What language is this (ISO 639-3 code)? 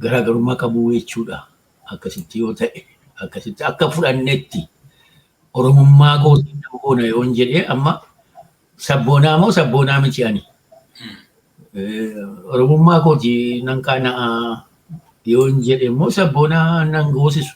orm